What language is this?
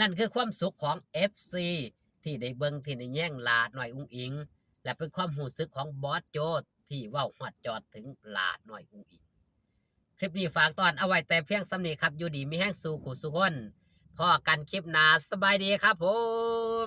Northeastern Thai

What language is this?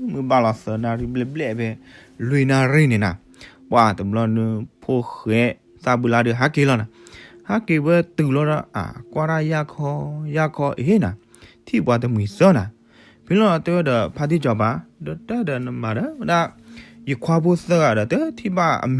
S'gaw Karen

